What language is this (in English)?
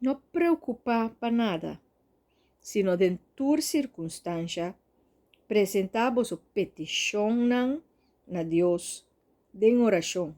Papiamento